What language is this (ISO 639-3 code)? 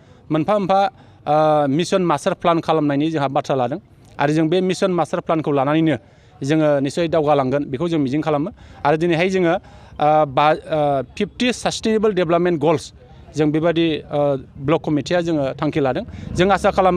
brx